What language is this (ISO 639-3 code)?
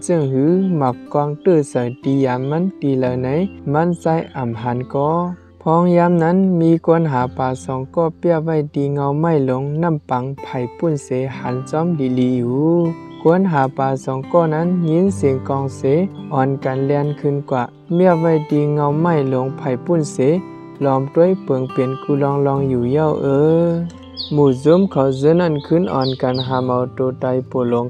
shn